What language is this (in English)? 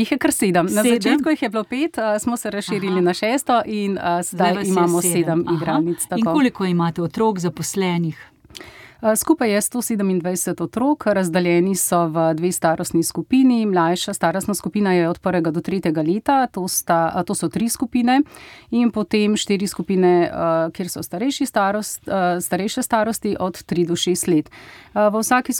Slovenian